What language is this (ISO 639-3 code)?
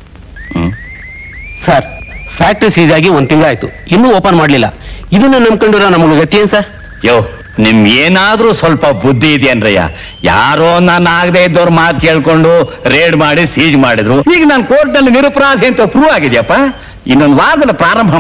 kan